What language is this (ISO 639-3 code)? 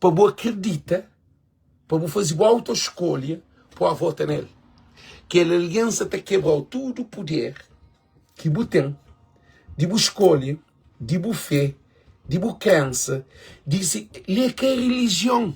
kea